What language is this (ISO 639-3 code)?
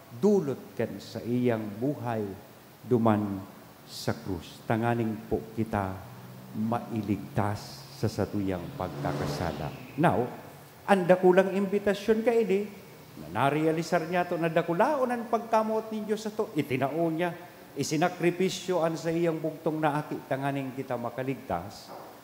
bik